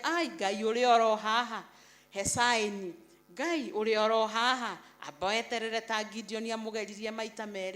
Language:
Kikuyu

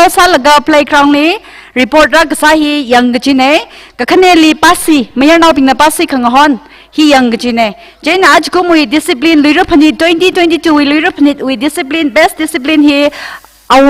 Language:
Tangkhul Naga (India)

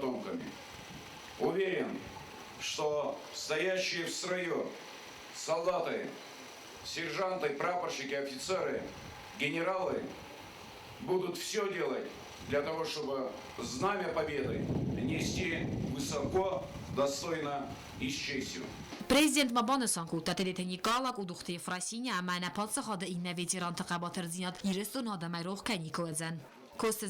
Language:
Ossetic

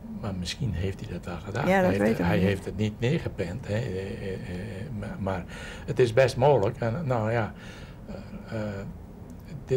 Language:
Dutch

